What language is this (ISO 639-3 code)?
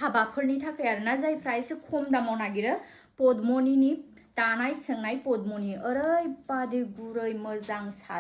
brx